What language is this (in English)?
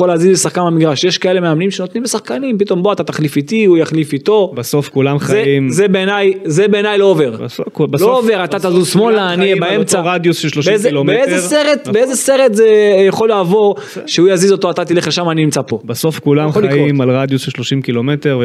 Hebrew